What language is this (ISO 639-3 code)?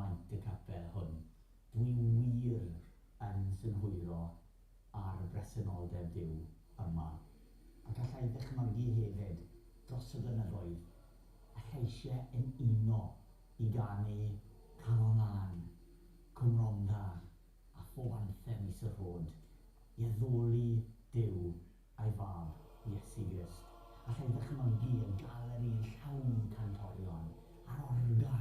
cym